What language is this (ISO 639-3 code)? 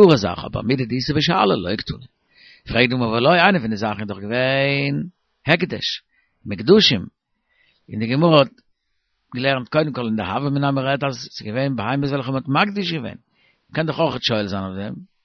yid